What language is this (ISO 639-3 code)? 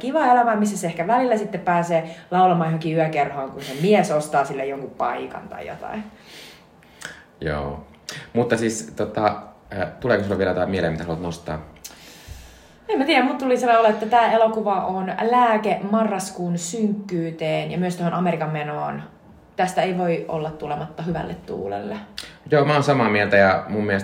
fin